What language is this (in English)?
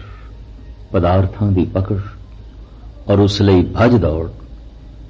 Punjabi